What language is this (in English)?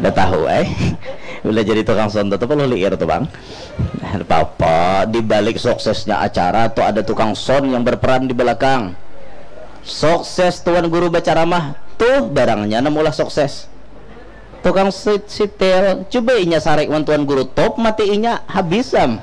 Banjar